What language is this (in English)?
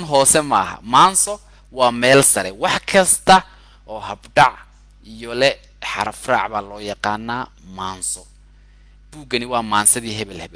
Somali